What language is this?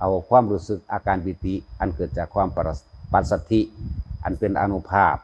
Northeastern Thai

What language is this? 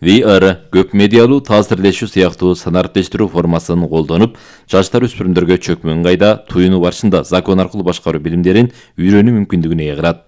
Kyrgyz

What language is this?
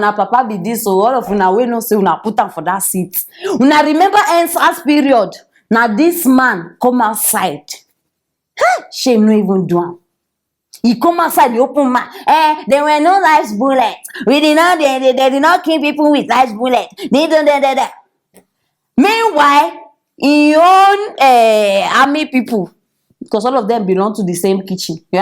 Nigerian Pidgin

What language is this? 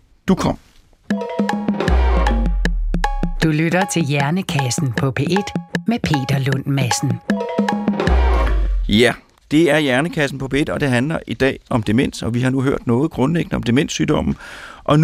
Danish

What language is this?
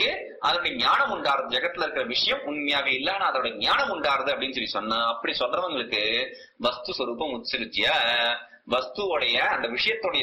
Tamil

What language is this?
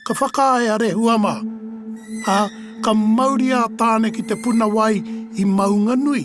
Māori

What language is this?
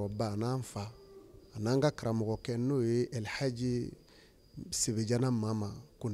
Bambara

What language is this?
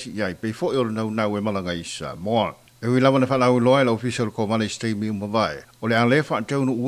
Samoan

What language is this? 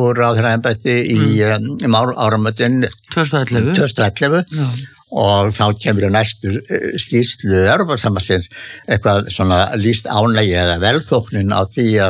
Icelandic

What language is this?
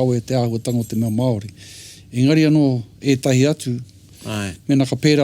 Māori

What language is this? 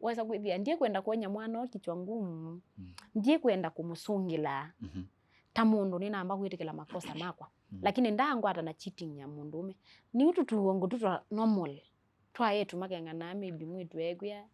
Kamba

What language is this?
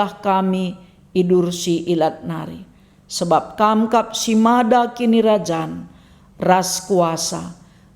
Batak Karo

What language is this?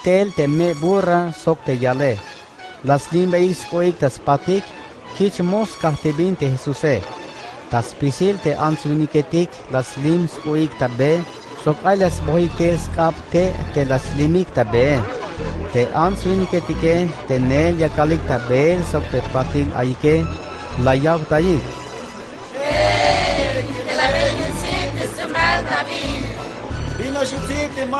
Tzeltal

